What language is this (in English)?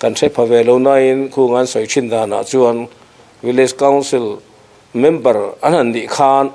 Mizo